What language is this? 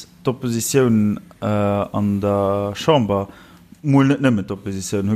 Luxembourgish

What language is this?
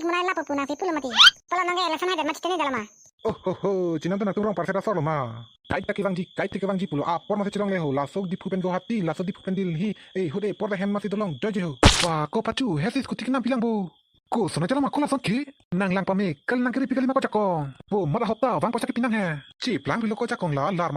Karbi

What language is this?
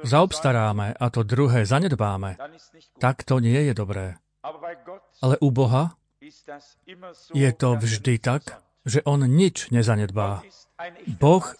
Slovak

